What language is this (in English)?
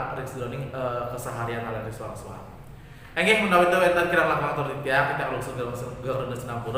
Balinese